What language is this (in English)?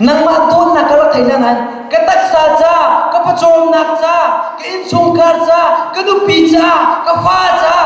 Hakha Chin